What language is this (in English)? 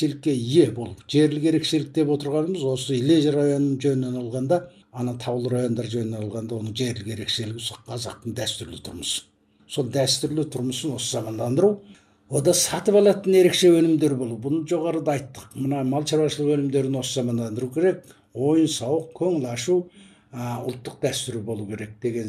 Kazakh